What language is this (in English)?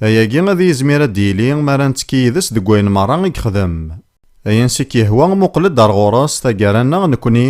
Kabyle